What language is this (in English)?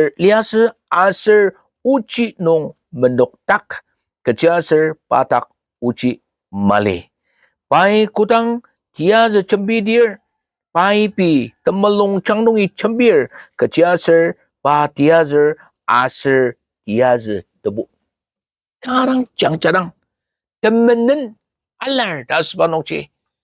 Ao Naga